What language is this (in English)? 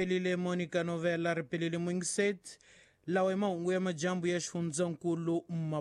Tsonga